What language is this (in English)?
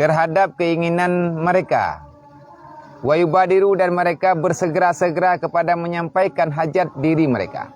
Achinese